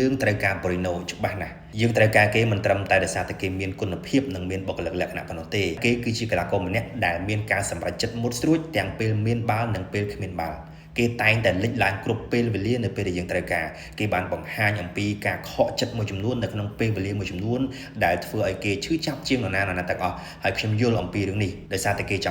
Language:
Khmer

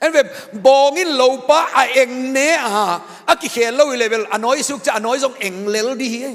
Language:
Tedim Chin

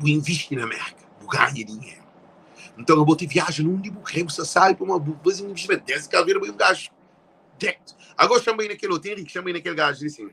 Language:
Kabuverdianu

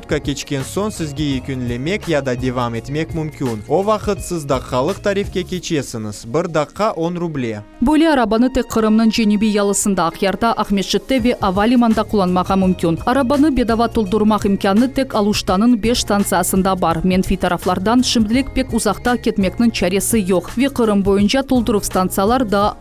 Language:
Crimean Tatar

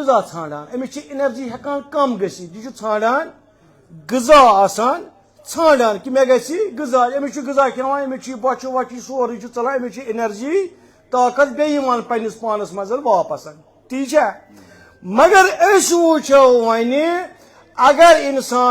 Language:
Kashmiri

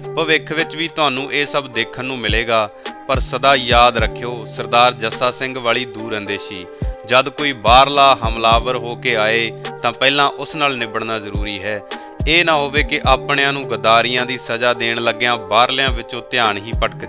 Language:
Punjabi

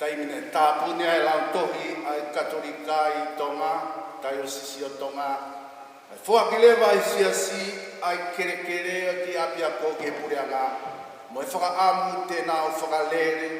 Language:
Tongan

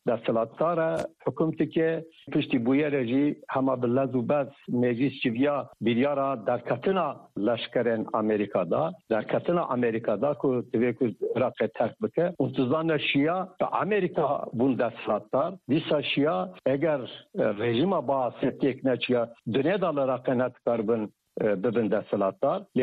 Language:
Kurdish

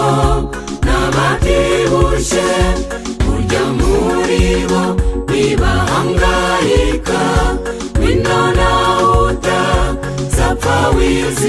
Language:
Kinyarwanda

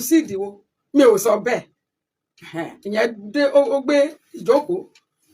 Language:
Yoruba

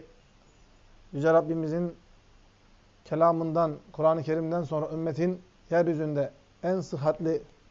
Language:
Turkish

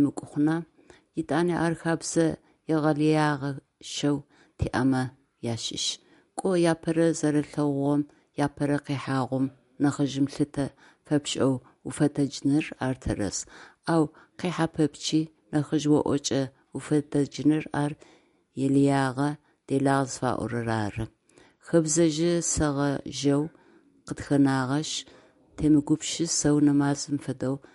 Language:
Adyghe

